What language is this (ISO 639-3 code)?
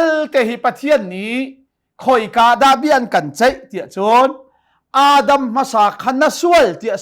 cnh